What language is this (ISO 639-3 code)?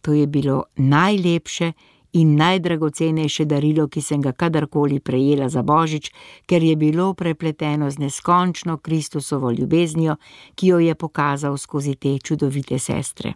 slv